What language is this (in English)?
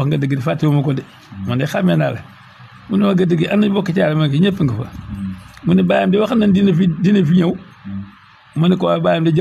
Wolof